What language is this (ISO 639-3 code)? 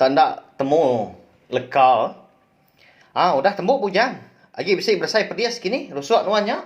iba